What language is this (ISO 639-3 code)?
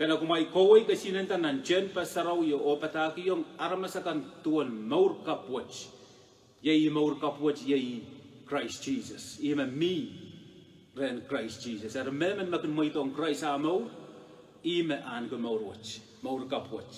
pon